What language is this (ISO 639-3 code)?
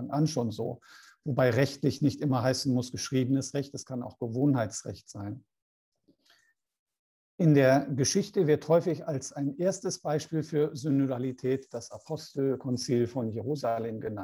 deu